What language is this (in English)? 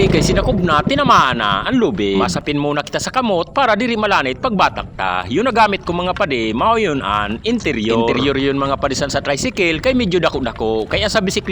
Bikol